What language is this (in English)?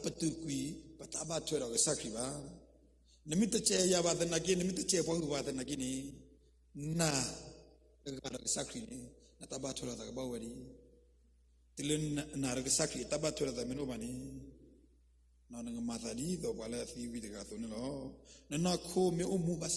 S'gaw Karen